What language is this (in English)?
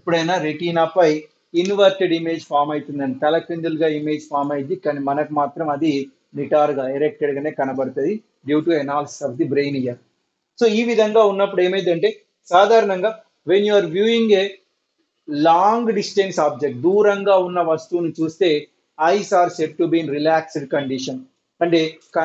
Telugu